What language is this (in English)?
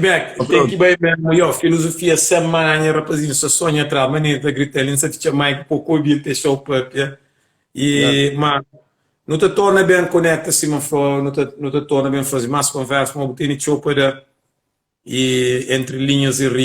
Kabuverdianu